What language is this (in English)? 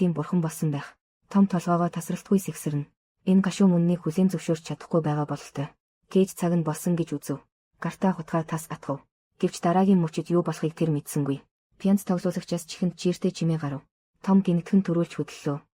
Mongolian